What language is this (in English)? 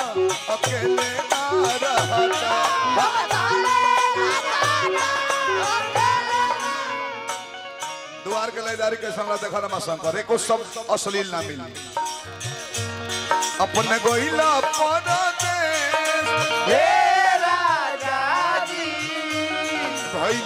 Bhojpuri